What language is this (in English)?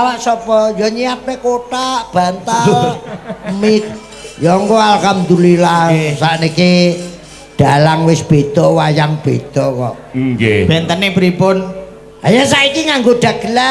Javanese